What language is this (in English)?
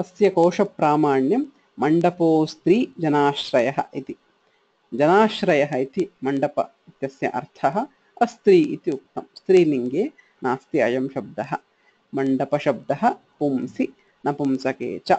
Sanskrit